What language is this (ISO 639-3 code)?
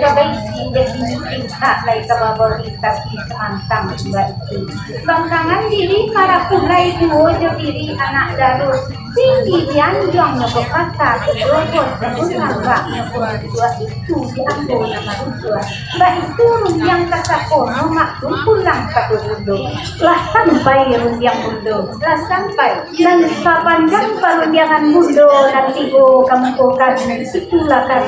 min